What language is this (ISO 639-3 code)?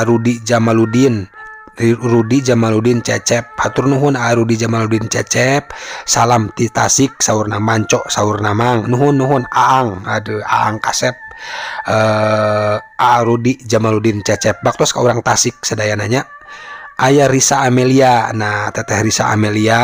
sun